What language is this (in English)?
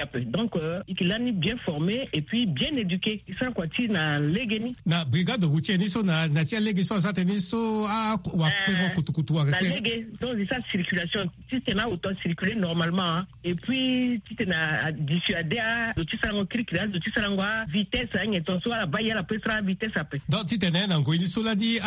Sango